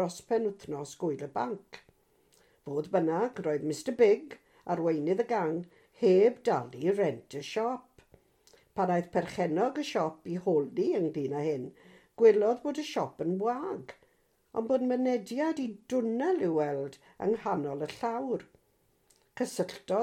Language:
Welsh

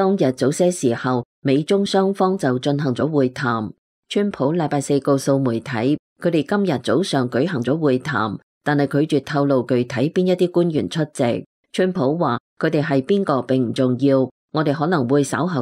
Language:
Cantonese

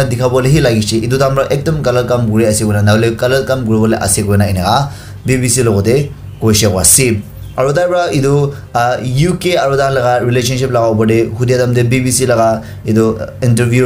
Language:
Naga Pidgin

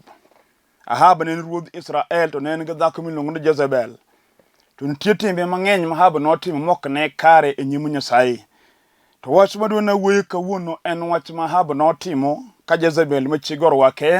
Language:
Luo (Kenya and Tanzania)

